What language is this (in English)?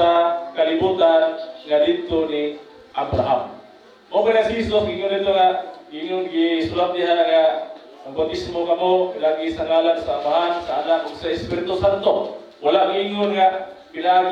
Cebuano